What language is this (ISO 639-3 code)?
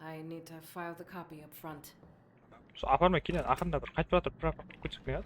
kaa